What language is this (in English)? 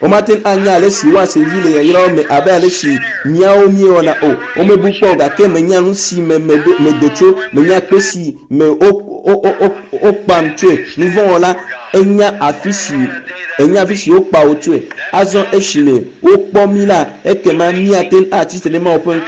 Ewe